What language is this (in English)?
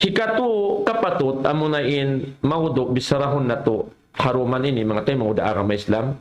Tausug